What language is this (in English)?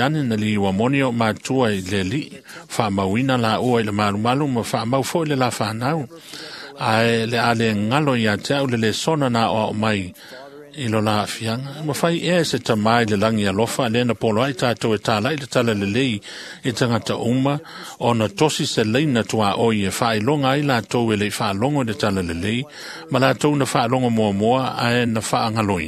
Samoan